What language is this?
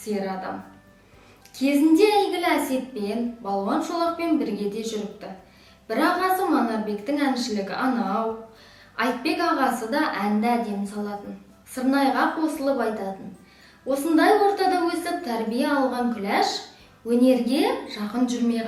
Kazakh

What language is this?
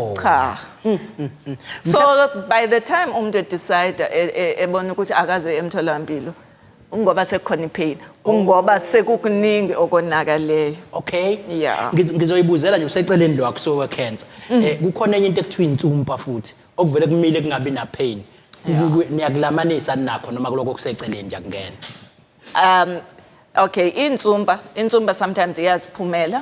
Zulu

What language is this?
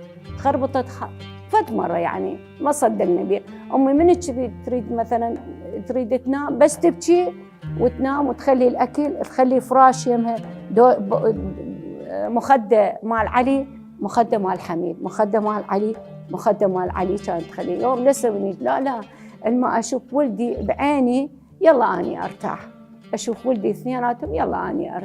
Mesopotamian Arabic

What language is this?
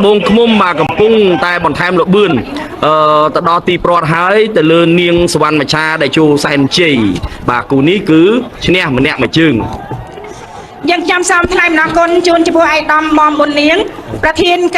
Khmer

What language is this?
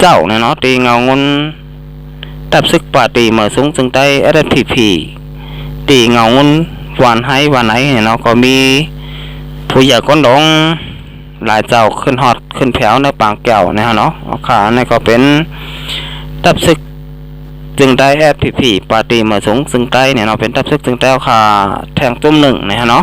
Shan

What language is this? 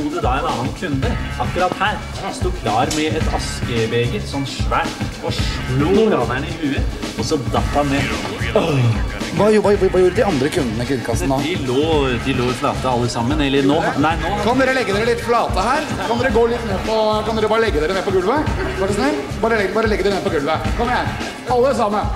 Norwegian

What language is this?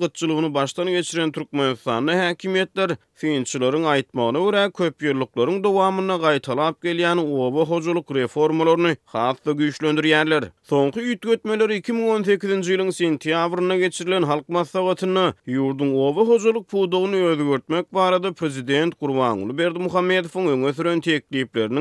Turkmen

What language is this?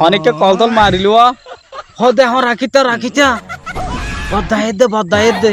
Rohingya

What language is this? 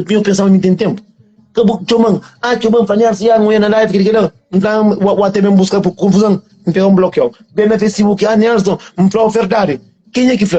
Kabuverdianu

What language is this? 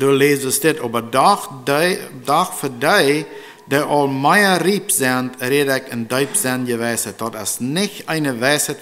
Plautdietsch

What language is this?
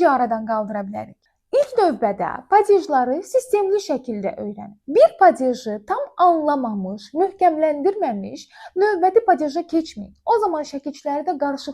Azerbaijani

